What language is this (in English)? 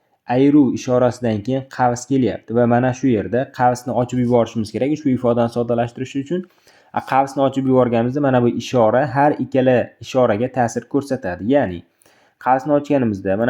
Uzbek